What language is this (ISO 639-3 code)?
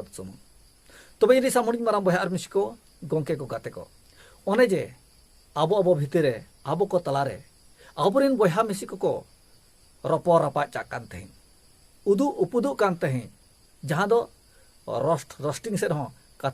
sat